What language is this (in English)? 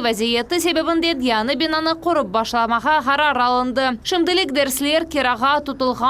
Crimean Tatar